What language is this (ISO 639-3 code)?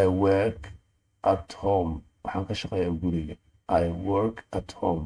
som